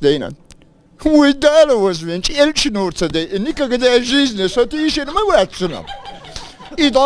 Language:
Chechen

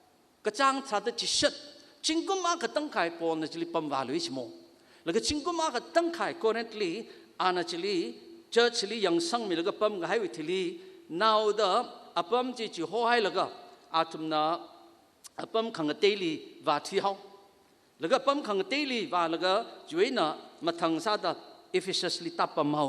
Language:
Tangkhul Naga (India)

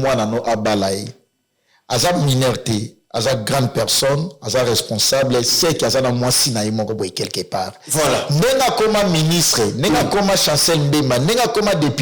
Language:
Lingala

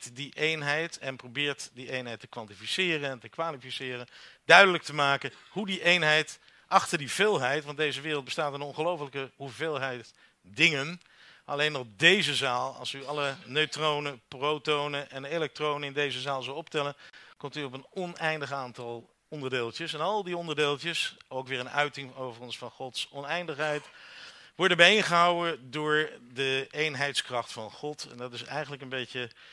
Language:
Dutch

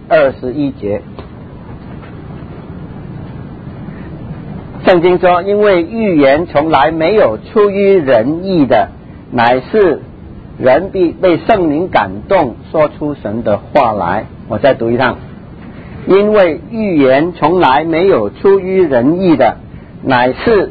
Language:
Chinese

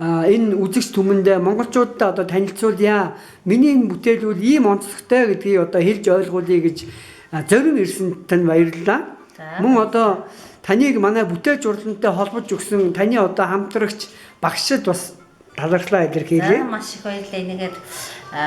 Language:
Mongolian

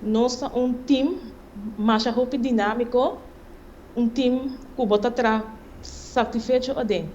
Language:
Papiamento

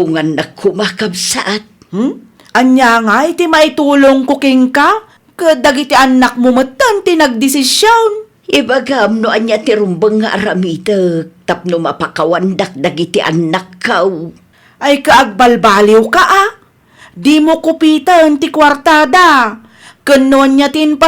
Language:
Iloko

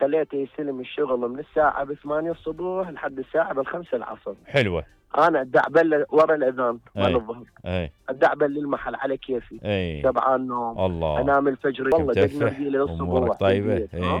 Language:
Mesopotamian Arabic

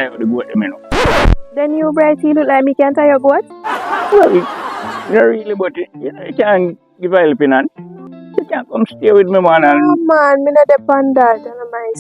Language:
Jamaican Creole English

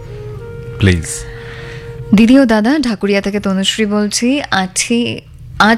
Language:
Bangla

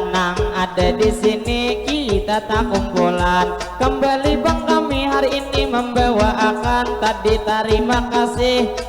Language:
Banjar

